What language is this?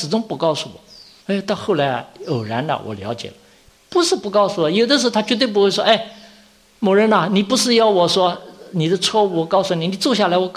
Chinese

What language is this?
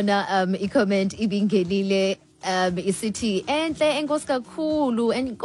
Xhosa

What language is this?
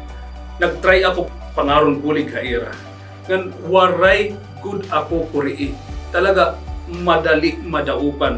Waray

